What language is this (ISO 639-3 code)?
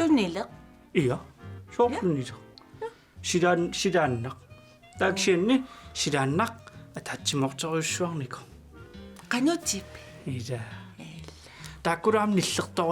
kal